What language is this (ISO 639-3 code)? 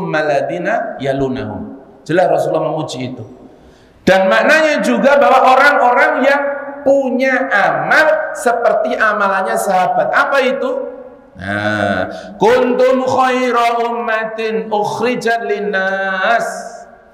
ind